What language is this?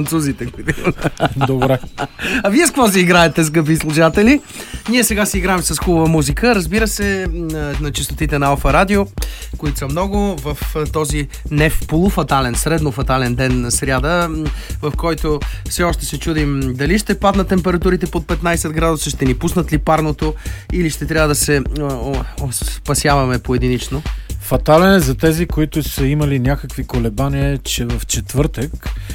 Bulgarian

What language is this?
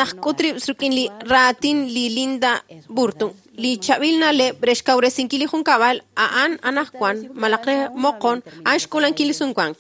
Kekchí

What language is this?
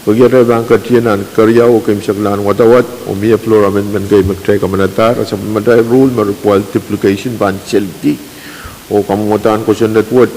Pohnpeian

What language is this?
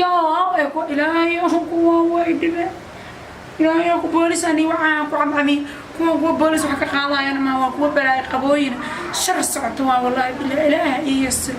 Somali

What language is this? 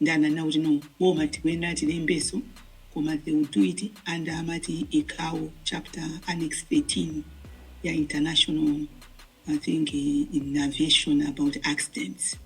Nyanja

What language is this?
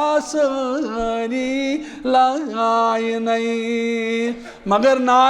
Kashmiri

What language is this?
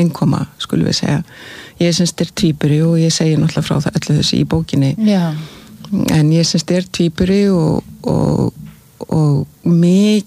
Icelandic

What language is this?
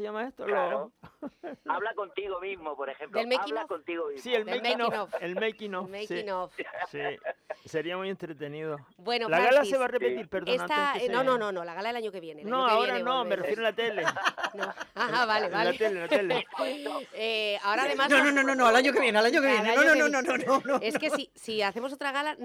Spanish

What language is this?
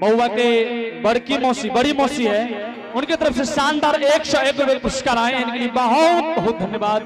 Angika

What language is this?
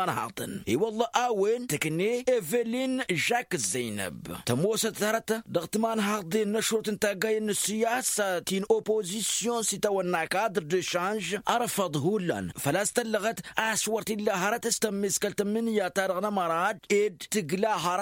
Tamasheq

